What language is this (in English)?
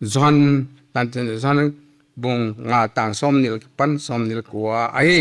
Paite Chin